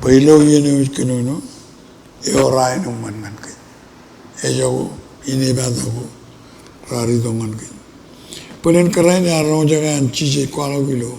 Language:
Marshallese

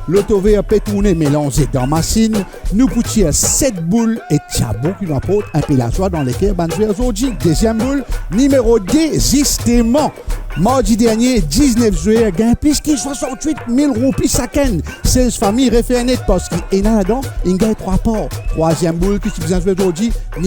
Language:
Morisyen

